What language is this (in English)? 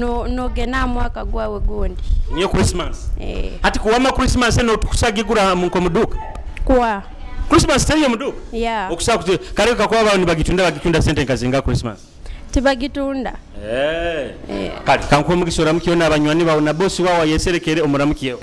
Nyoro